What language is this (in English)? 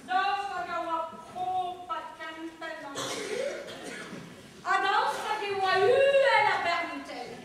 Breton